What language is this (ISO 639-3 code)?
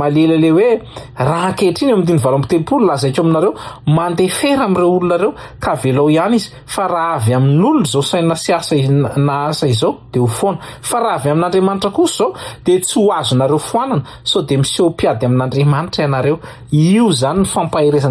mlg